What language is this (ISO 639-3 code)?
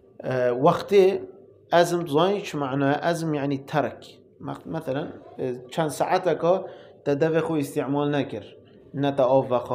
kur